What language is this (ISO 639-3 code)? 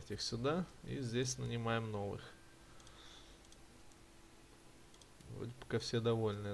rus